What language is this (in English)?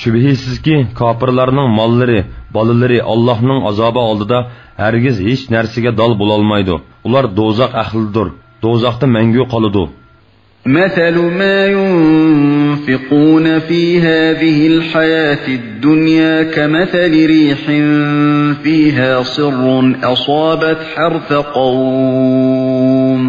Uyghur